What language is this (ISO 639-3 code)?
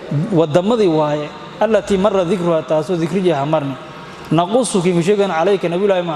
som